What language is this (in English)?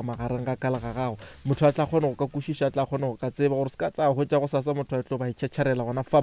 Northern Sotho